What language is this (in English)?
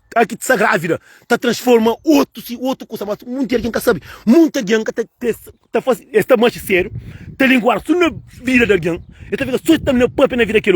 Kabuverdianu